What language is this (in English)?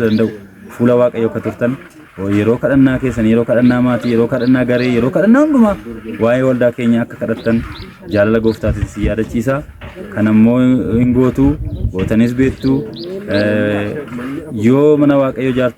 Oromo